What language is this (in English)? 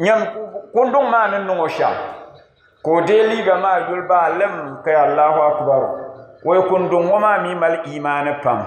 Dagbani